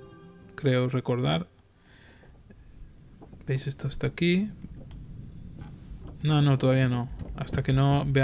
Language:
Spanish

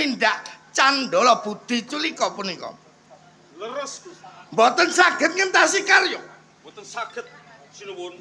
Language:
Javanese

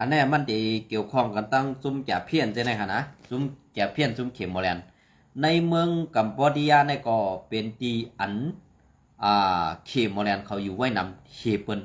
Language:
Shan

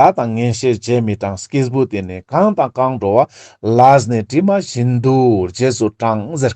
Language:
Ladakhi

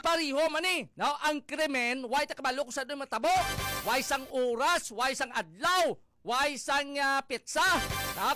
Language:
Hiligaynon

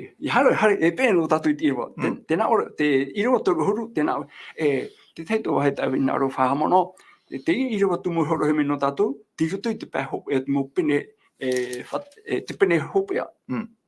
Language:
Tahitian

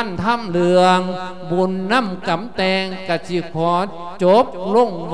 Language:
Lao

